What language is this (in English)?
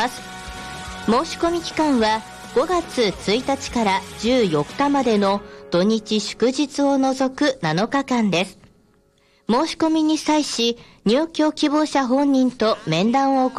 Japanese